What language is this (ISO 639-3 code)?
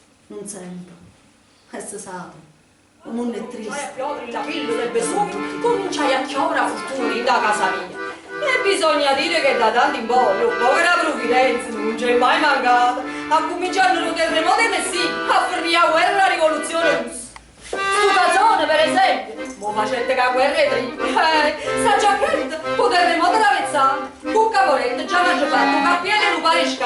nap